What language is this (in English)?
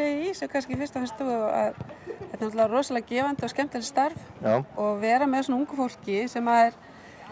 Icelandic